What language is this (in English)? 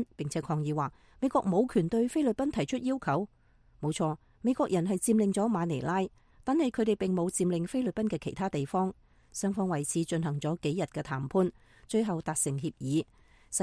Cantonese